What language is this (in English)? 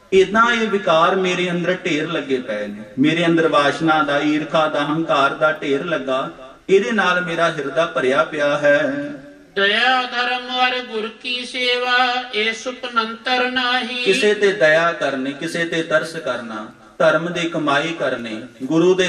Punjabi